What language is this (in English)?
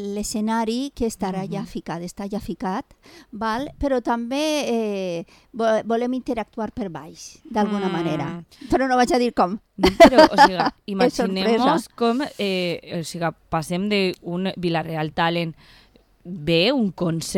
Catalan